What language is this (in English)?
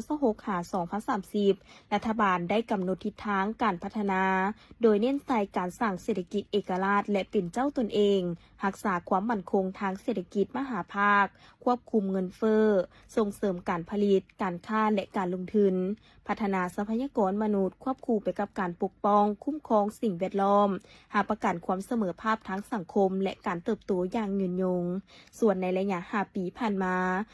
Lao